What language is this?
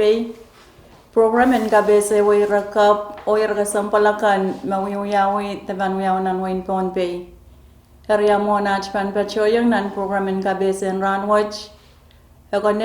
Pohnpeian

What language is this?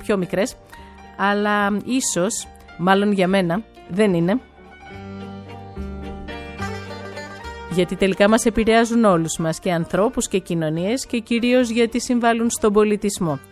Greek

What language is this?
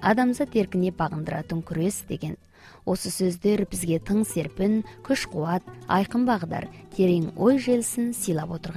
Kazakh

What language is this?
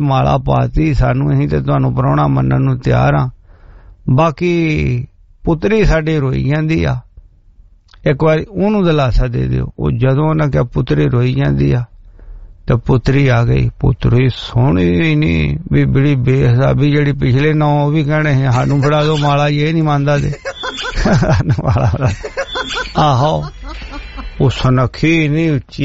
Punjabi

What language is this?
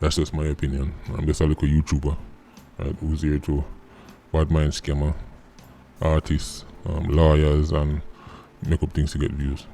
Jamaican Creole English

